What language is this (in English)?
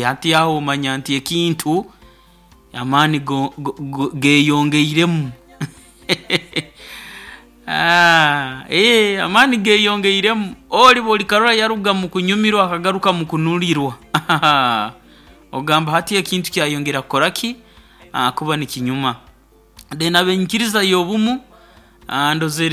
Nyoro